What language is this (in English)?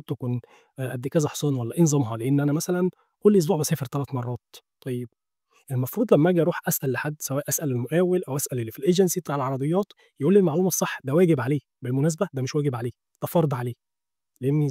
Egyptian Arabic